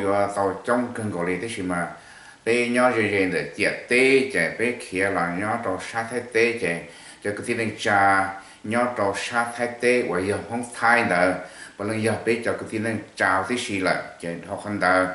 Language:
Hmong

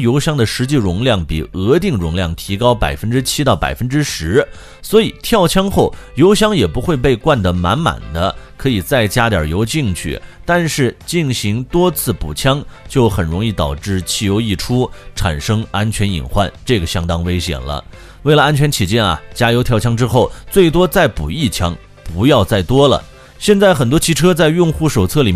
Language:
Chinese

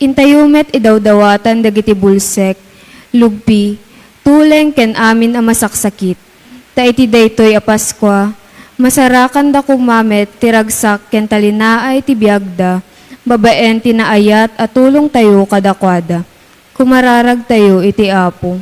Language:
Iloko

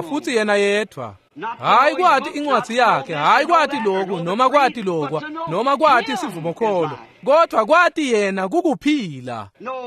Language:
Swati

